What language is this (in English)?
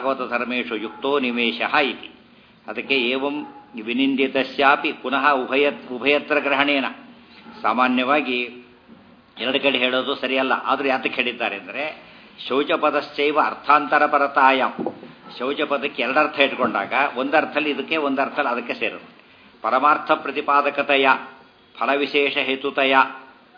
Kannada